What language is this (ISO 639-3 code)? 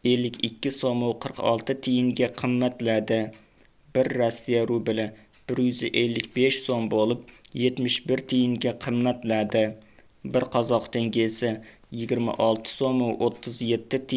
uzb